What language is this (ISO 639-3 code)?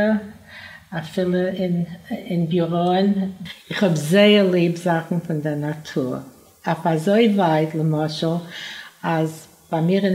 yid